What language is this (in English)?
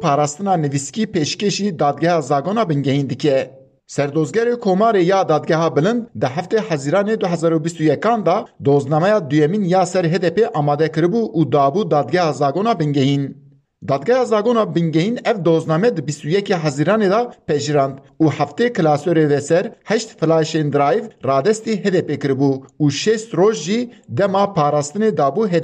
Kurdish